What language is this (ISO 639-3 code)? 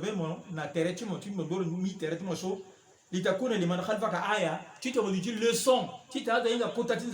sag